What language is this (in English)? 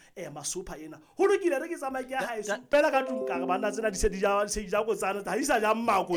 Southern Sotho